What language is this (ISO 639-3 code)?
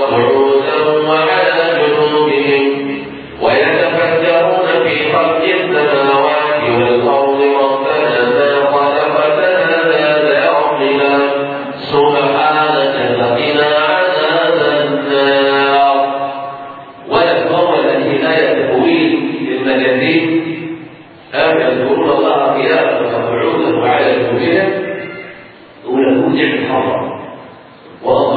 ara